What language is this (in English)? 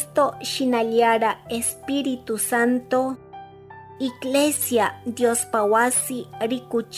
Chimborazo Highland Quichua